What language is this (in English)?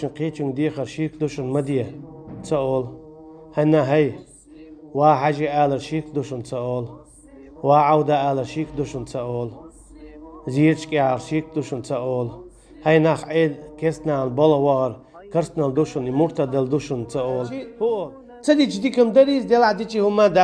Chechen